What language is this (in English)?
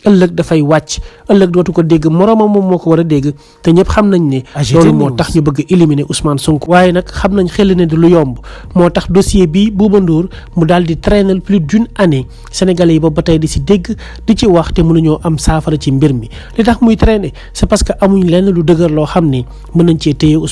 Wolof